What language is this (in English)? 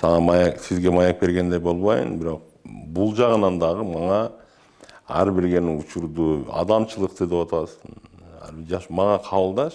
Kyrgyz